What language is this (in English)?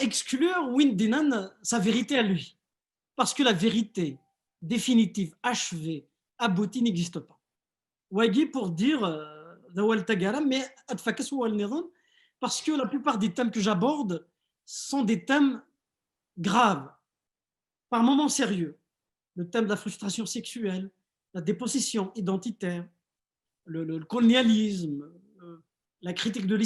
Kabyle